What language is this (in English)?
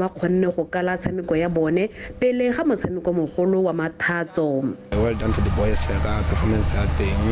Tswana